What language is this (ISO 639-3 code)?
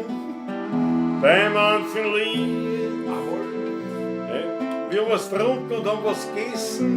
bar